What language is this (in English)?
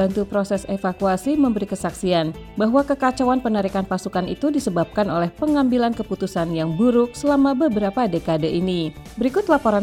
Indonesian